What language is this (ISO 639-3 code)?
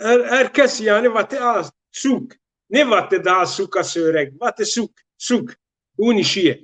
zza